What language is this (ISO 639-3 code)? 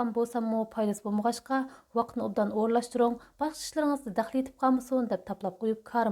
uig